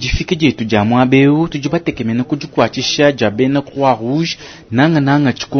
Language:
Luba-Lulua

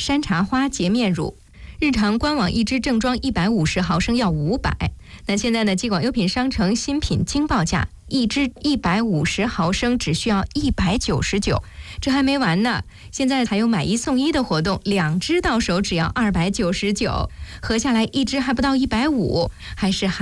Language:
Chinese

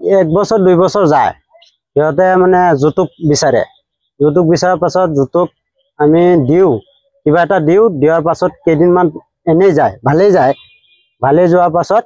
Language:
Assamese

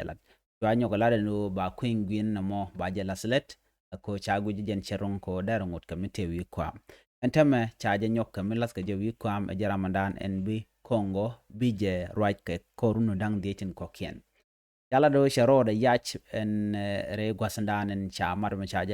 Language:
Nuer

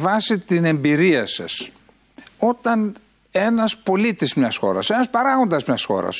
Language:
Greek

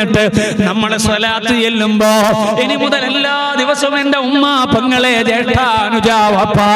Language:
Malayalam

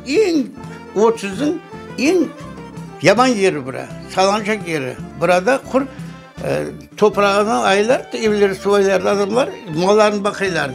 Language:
Crimean Tatar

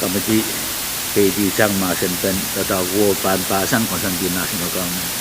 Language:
Pohnpeian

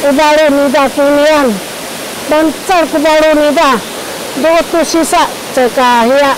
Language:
Sakizaya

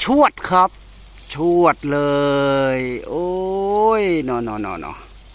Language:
Northeastern Thai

